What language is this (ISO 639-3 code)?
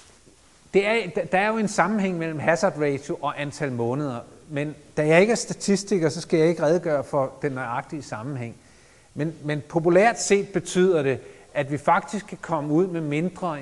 dan